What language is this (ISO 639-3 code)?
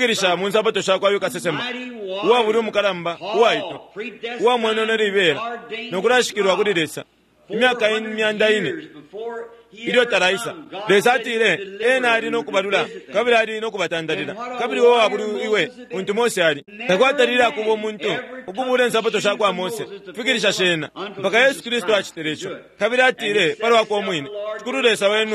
bem